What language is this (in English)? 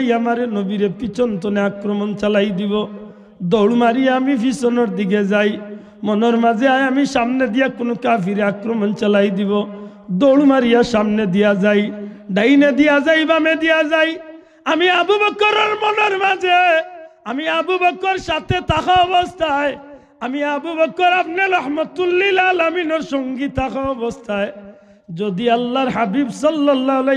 Sylheti